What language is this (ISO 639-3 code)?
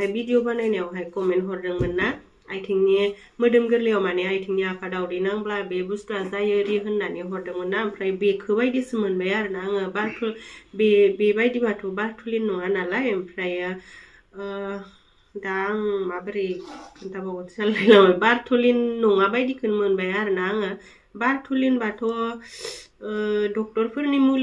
brx